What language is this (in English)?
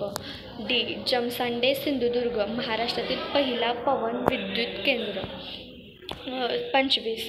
Marathi